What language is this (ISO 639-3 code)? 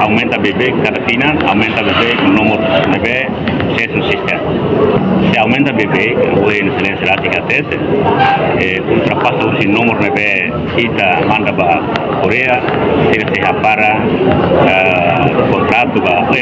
tet